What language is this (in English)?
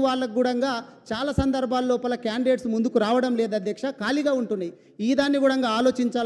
Telugu